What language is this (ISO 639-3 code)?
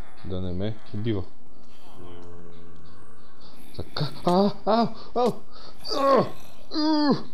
bul